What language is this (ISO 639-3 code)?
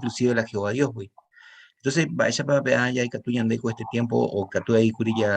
grn